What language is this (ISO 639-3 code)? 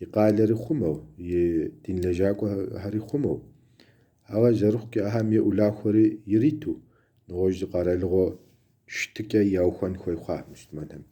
kbd